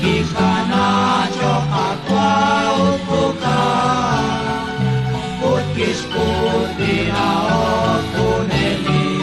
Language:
Kekchí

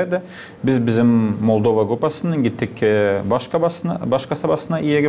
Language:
Gagauz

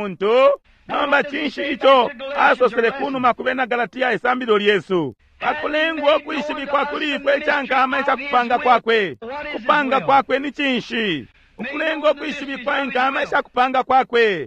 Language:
Bemba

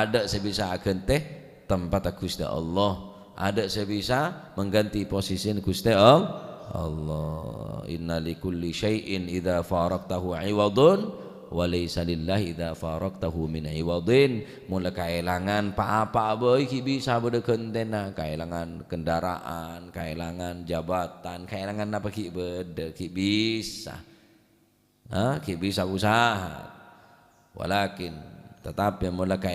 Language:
Madurese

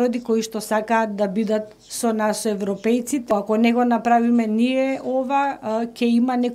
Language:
Macedonian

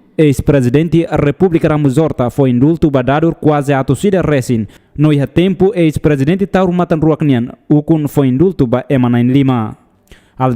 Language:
Tetum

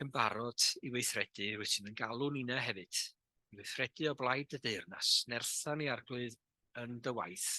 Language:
Welsh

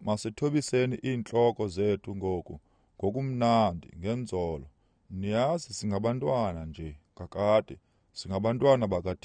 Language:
Xhosa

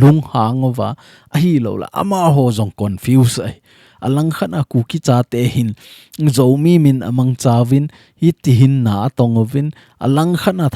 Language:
Thado Chin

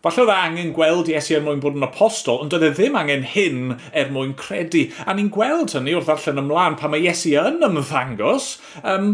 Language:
Welsh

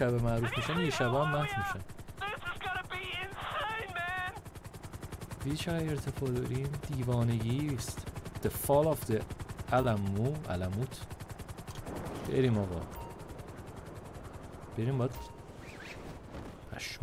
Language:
Persian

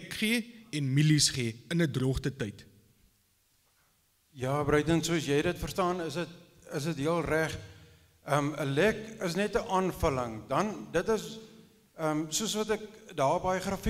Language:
Afrikaans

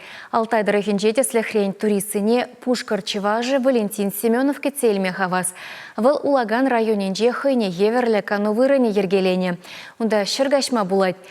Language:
Chuvash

